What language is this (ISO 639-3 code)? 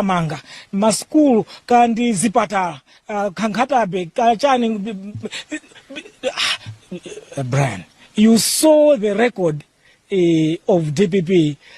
nya